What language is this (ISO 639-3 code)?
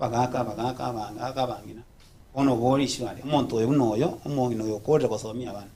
guz